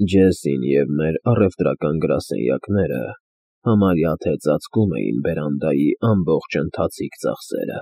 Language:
Armenian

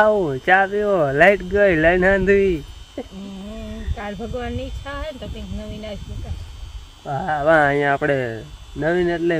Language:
Gujarati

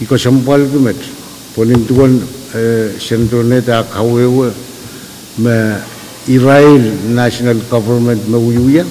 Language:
Pohnpeian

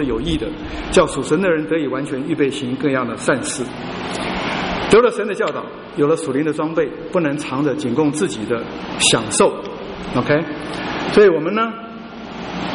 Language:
Chinese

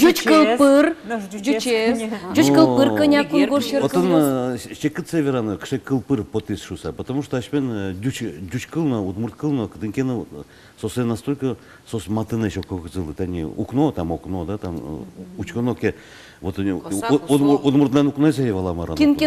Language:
Udmurt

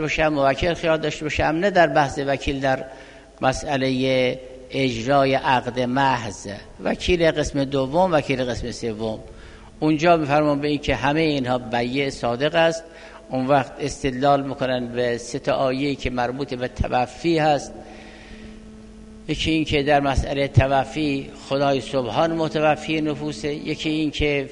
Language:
Persian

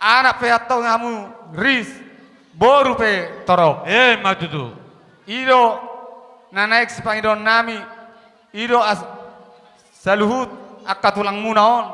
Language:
Batak Toba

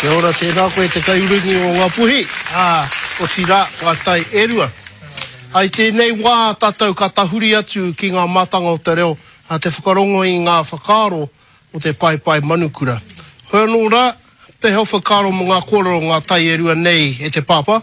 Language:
Māori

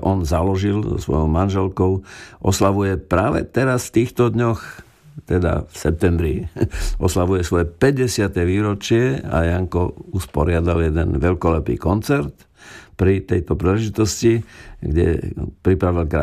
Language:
Slovak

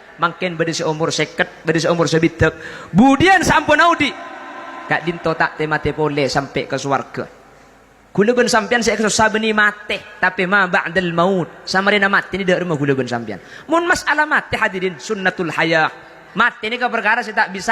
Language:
Madurese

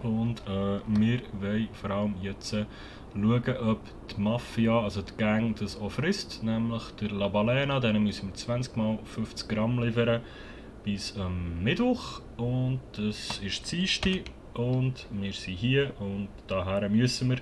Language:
Swiss German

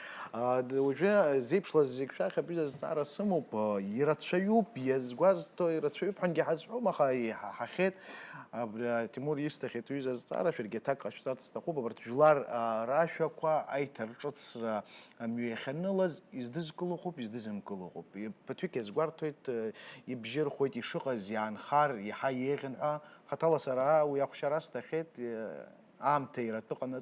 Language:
Abkhazian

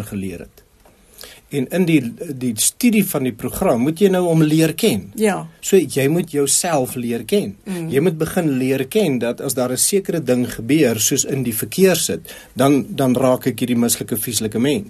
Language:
Afrikaans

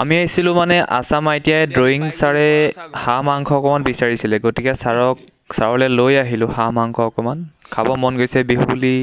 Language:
Assamese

